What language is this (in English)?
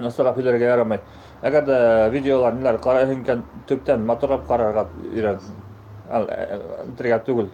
Bashkir